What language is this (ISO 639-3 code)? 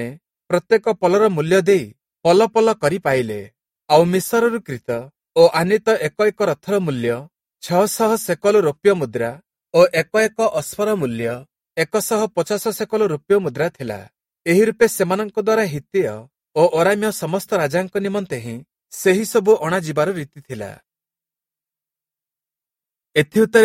ori